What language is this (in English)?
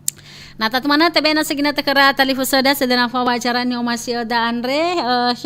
Nias